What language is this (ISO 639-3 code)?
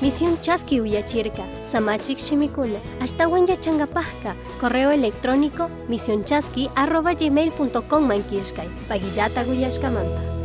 qug